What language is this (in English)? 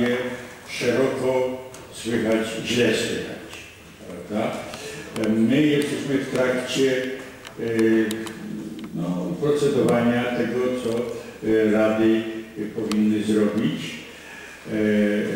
Polish